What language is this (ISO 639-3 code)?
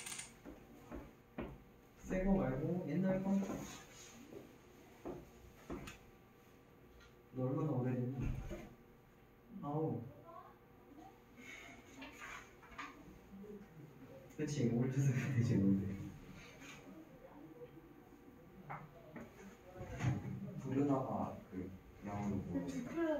kor